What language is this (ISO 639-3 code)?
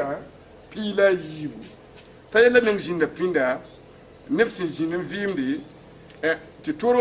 mos